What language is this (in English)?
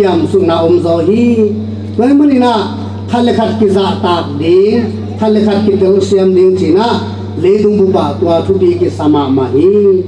Tedim Chin